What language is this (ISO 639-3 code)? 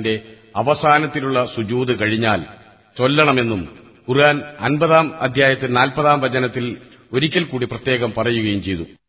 mal